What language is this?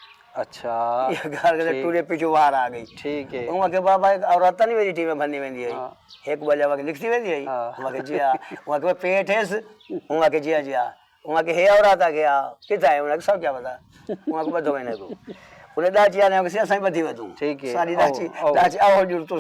Saraiki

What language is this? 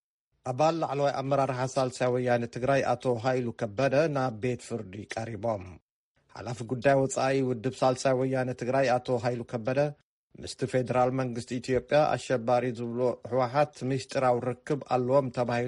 Tigrinya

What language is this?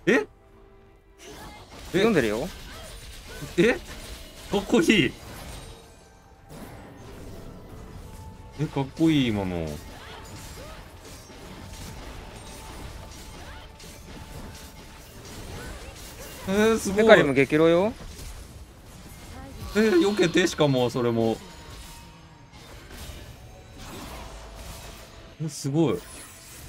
Japanese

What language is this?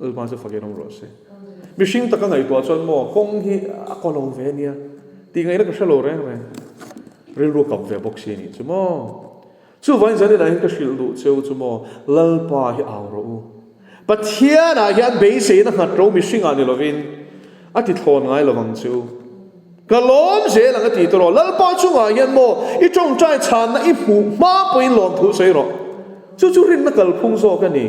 Mizo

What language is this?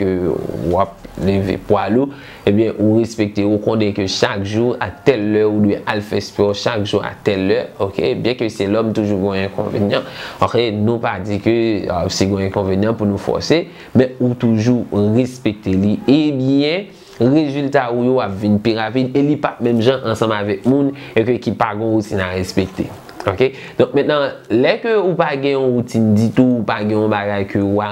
Haitian Creole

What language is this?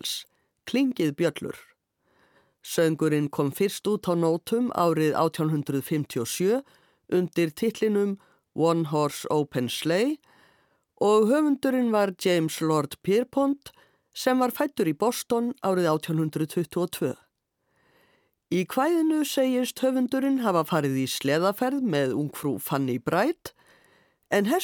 Icelandic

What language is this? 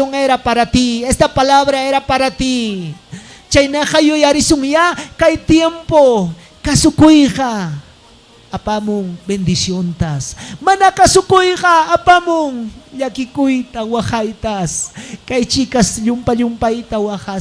Ayacucho Quechua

